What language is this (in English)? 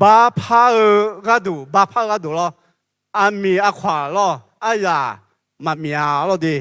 Akha